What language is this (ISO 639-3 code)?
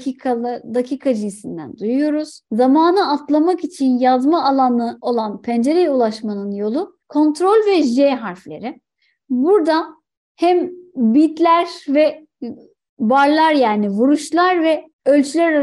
tur